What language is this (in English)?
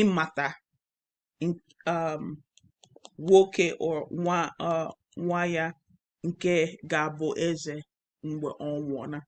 Igbo